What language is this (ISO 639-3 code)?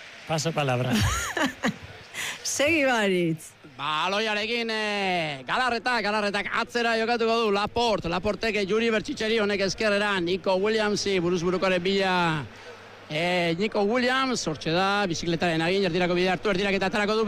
eus